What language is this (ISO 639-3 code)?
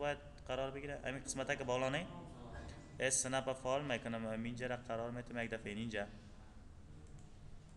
fas